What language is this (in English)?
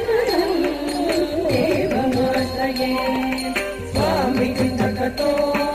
Tamil